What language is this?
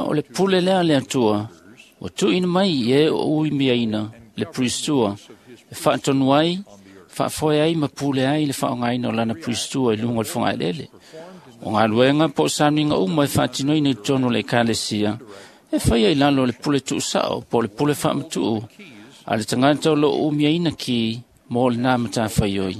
Samoan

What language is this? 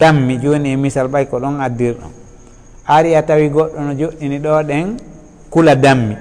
Fula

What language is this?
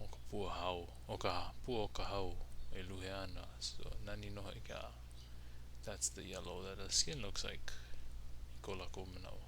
Hawaiian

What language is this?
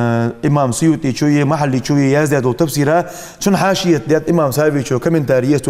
Ingush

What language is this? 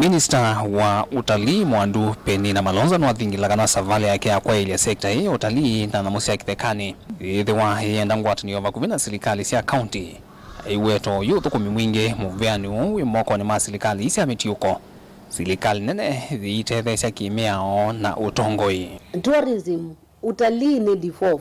Kamba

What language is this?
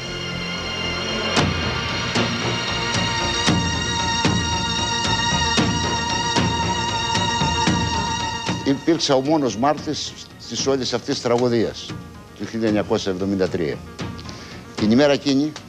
Greek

